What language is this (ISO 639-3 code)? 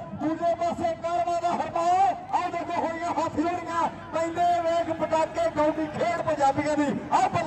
pan